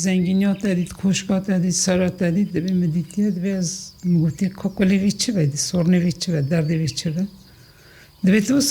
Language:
Kurdish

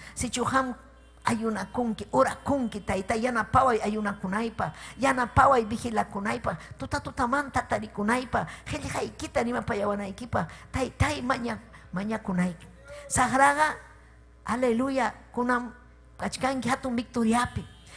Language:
Ayacucho Quechua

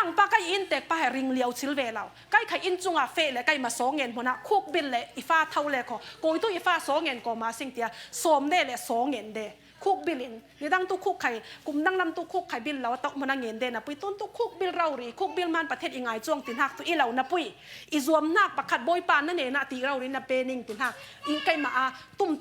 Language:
Falam Chin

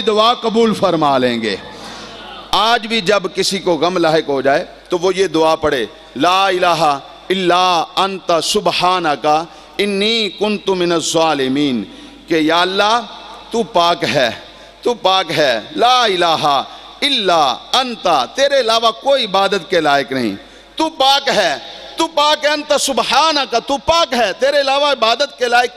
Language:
Urdu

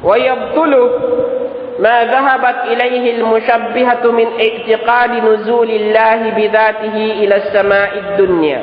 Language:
Tausug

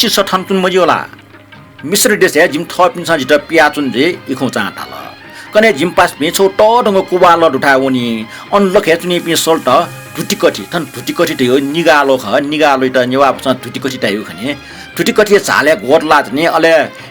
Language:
Newari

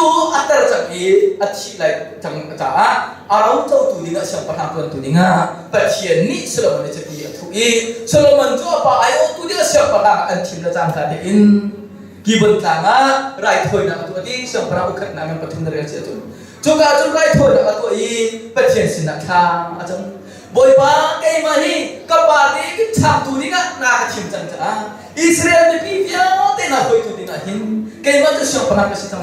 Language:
Hakha Chin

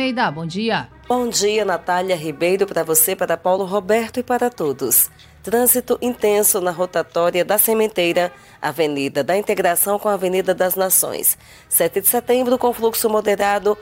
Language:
Portuguese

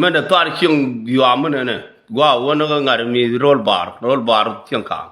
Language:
Nuer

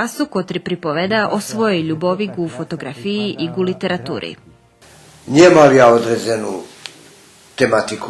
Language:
Rusyn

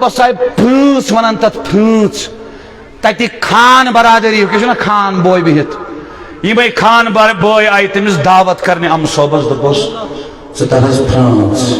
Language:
Kashmiri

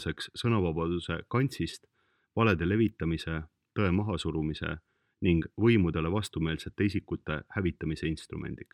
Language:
Estonian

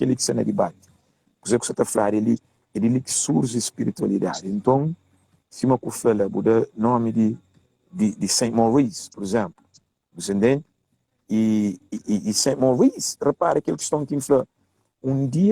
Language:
Kabuverdianu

